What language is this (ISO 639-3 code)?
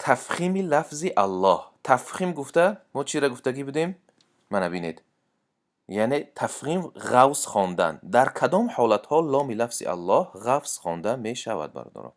tgk